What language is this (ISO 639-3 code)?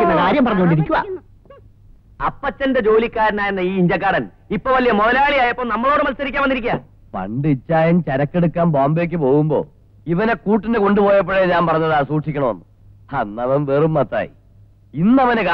mal